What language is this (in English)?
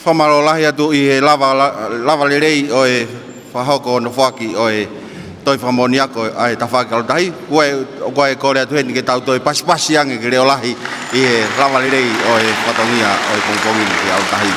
Tongan